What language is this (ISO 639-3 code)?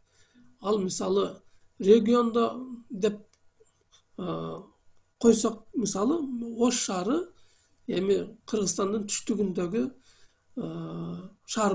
kir